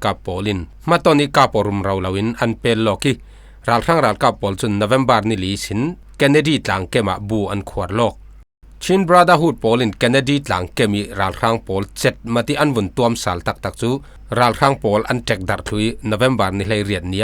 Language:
Falam Chin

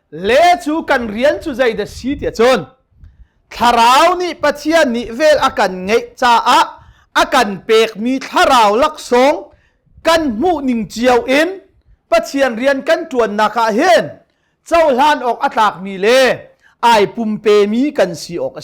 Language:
Hakha Chin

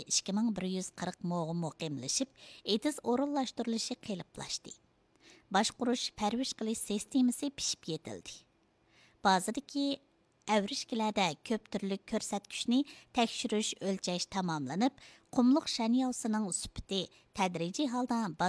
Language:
Uyghur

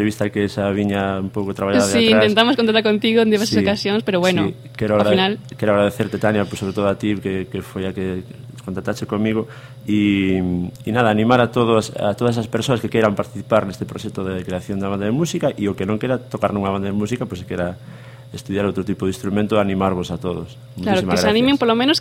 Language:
Galician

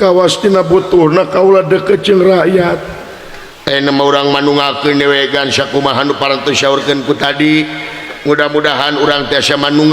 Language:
Sundanese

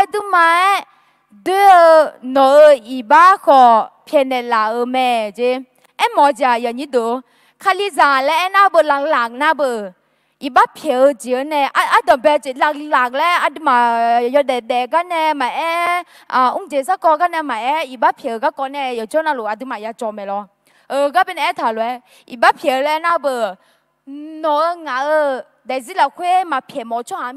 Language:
Akha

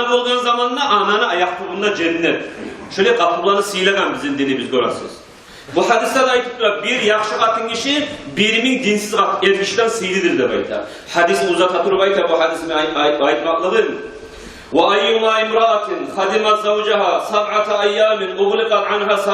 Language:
Kumyk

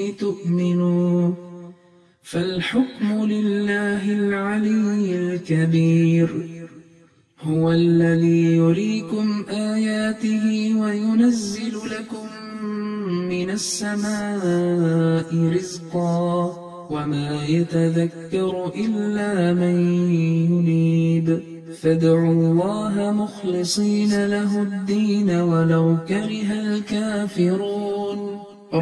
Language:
Arabic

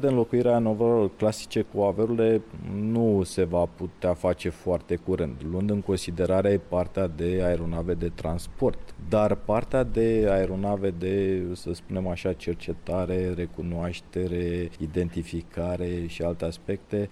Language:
Romanian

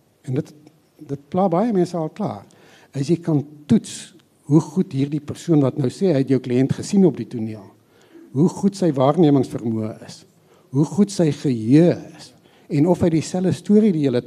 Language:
Afrikaans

